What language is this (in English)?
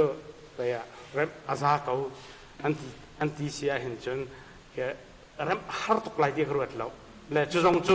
Hakha Chin